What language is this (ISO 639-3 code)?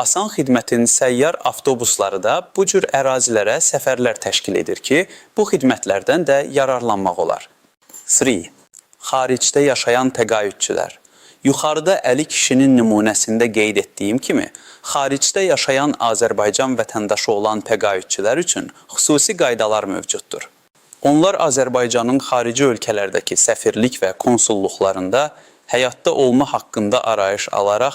aze